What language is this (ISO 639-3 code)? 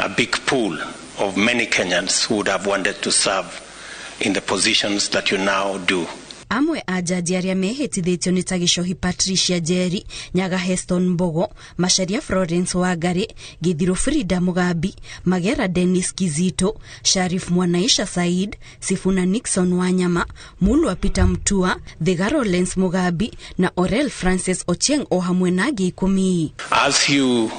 kik